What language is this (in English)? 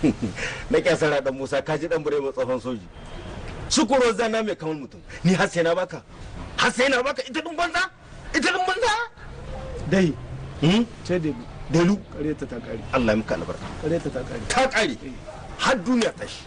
Hausa